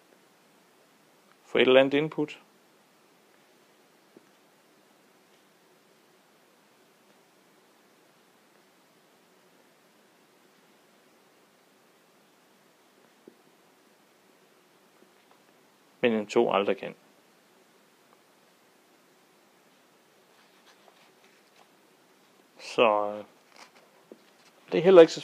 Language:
Danish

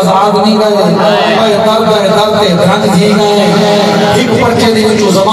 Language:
Saraiki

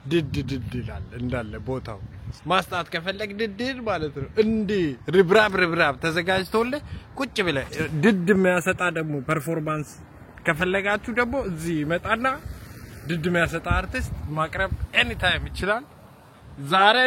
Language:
Amharic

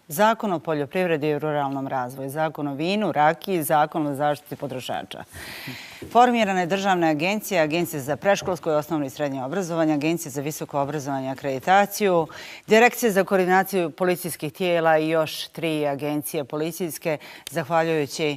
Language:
Bosnian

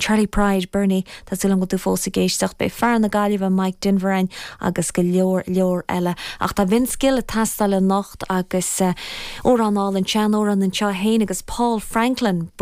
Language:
Irish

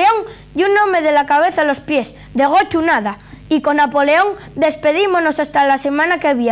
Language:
Asturian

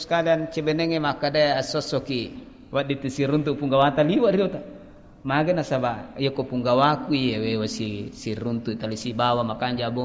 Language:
Buginese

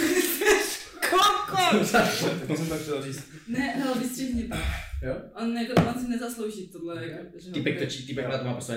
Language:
Czech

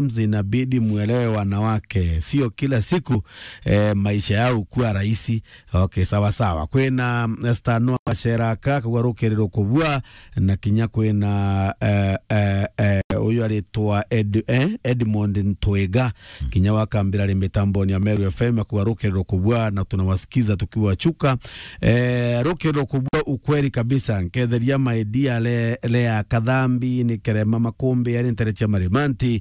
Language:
Meru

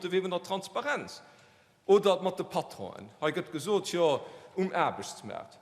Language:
Luxembourgish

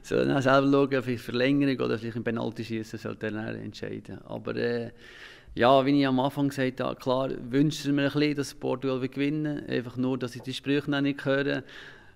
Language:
Swiss German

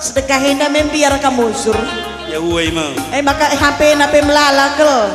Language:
Batak Karo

